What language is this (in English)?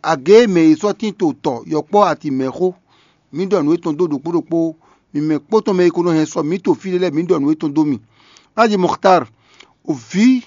Fon